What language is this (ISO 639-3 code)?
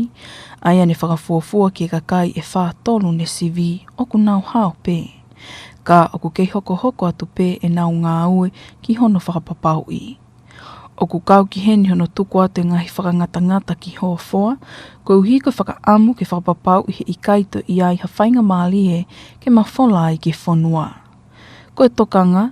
ton